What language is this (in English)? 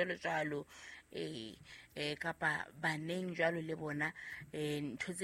Southern Sotho